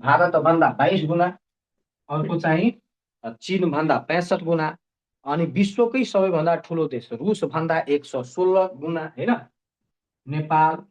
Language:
Nepali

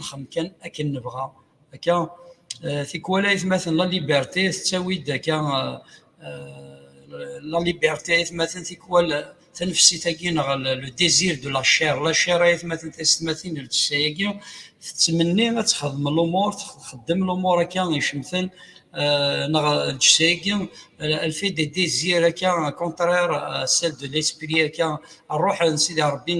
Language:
Kabyle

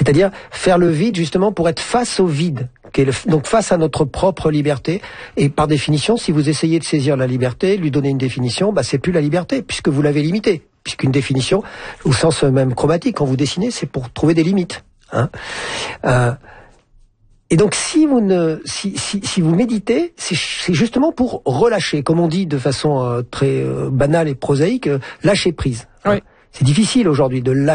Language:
French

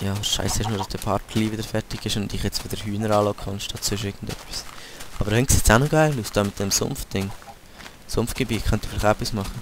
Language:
Swiss German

